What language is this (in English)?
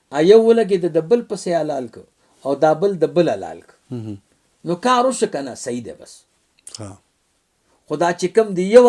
Pashto